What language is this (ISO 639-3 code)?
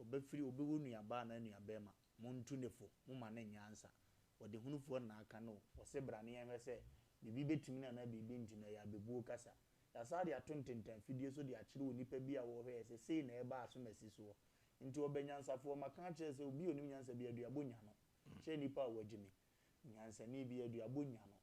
aka